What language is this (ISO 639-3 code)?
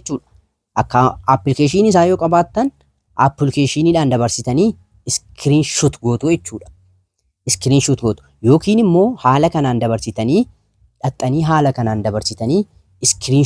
orm